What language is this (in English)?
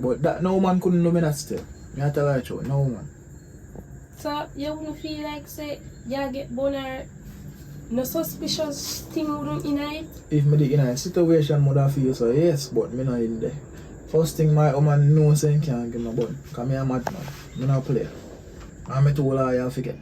Jamaican Creole English